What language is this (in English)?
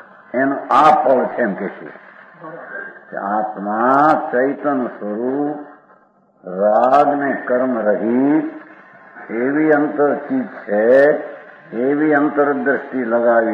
Gujarati